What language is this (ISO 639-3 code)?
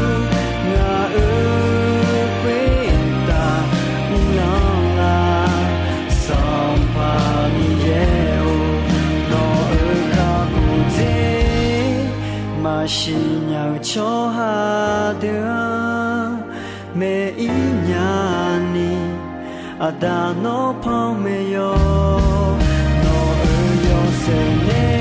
ahk